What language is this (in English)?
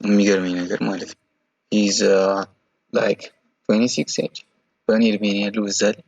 Amharic